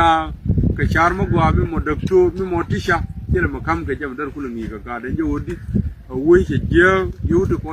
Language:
Nuer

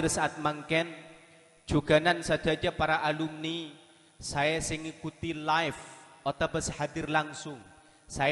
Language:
Madurese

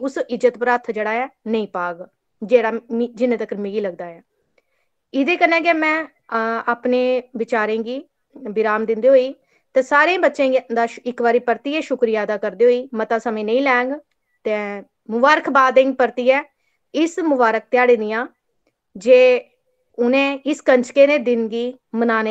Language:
Dogri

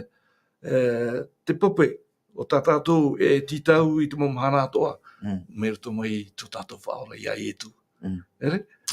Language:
Tahitian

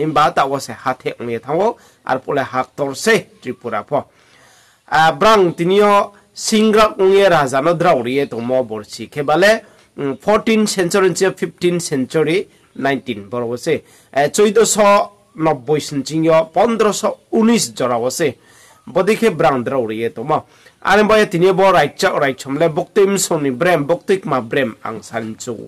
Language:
Riang (India)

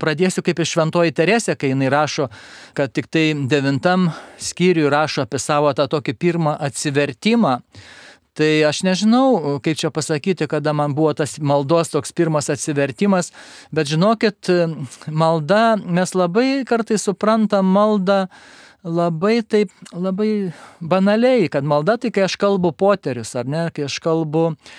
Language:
Lithuanian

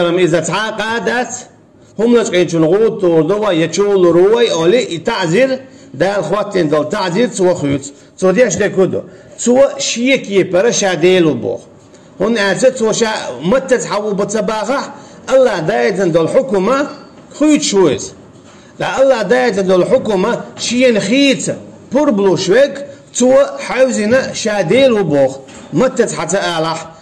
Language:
Chechen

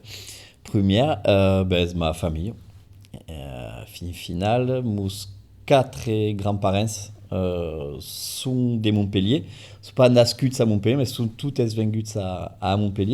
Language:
Occitan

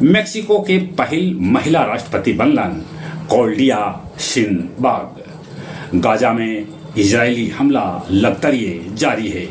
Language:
Magahi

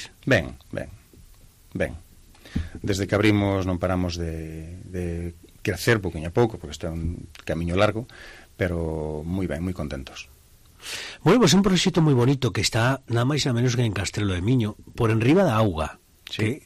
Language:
Galician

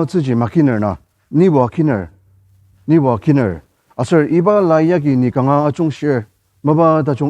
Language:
Ao Naga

